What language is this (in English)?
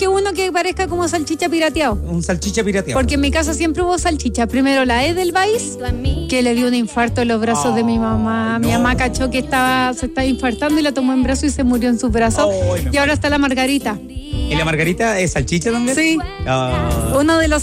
Spanish